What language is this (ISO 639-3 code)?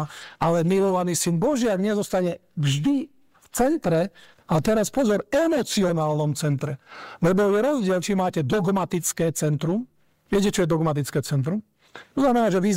slk